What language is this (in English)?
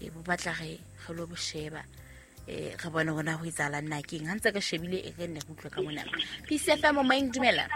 Southern Sotho